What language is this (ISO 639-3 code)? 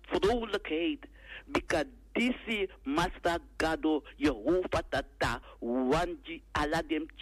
srn